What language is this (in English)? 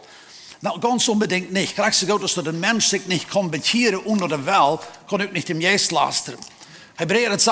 Plautdietsch